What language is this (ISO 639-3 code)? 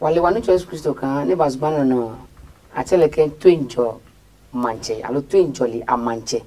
ada